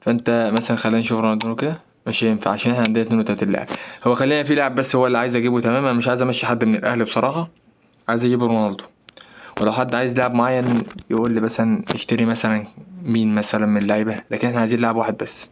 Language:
Egyptian Arabic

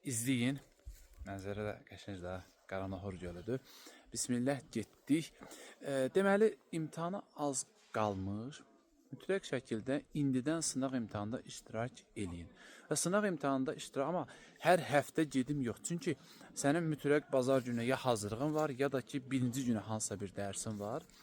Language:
Azerbaijani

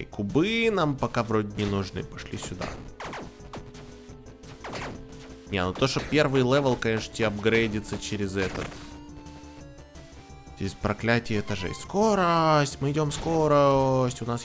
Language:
Russian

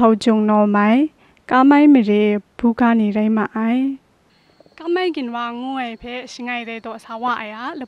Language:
Kachin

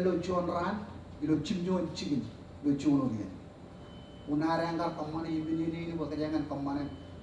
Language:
Marshallese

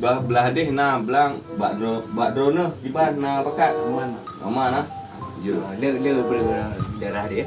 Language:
Achinese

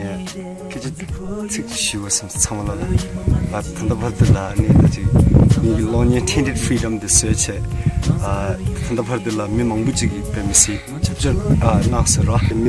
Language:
Tibetan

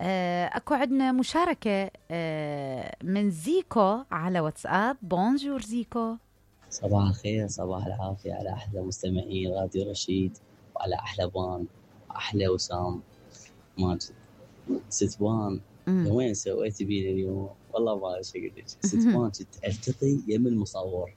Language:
Mesopotamian Arabic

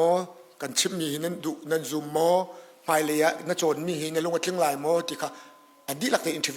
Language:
Hakha Chin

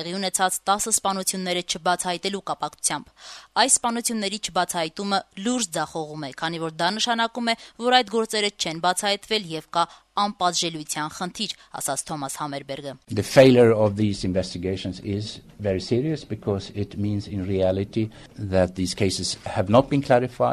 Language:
Armenian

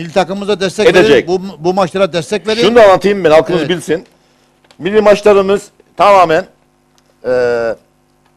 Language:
Turkish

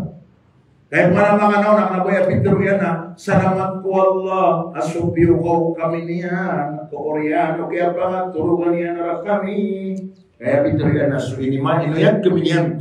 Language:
Maranao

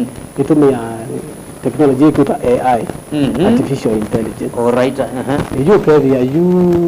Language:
Kamba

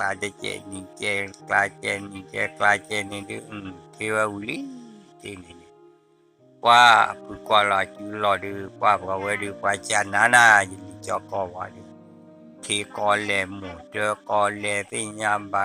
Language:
S'gaw Karen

